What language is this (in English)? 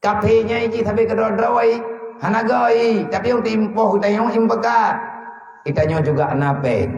Achinese